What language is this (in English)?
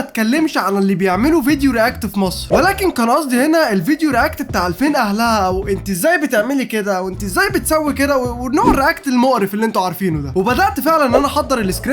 Egyptian Arabic